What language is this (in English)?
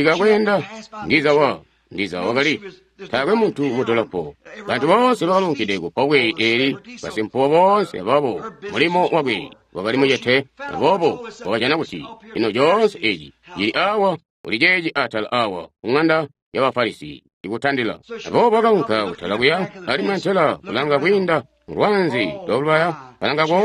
Tonga (Zambia)